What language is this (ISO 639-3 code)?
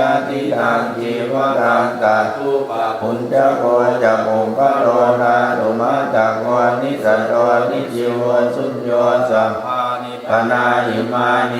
pli